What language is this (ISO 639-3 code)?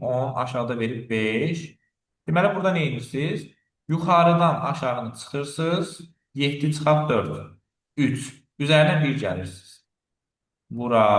aze